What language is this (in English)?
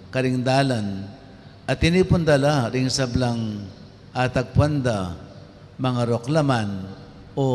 Pampanga